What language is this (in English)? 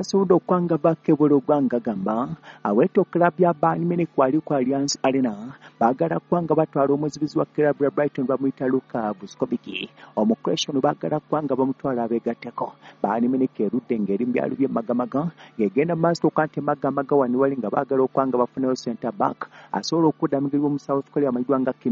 Ganda